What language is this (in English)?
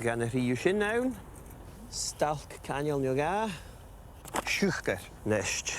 Scottish Gaelic